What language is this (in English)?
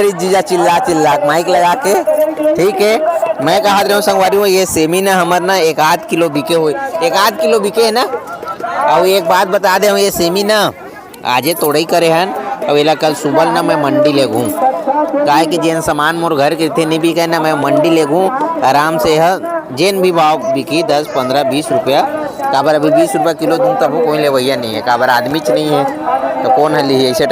Chhattisgarhi